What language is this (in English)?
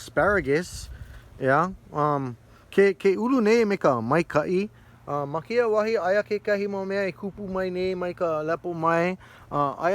Hawaiian